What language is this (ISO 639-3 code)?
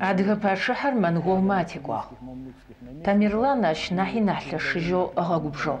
ady